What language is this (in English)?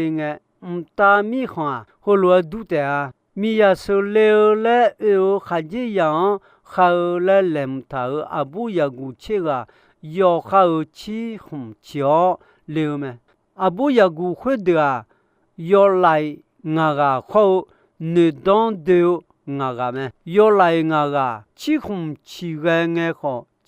Akha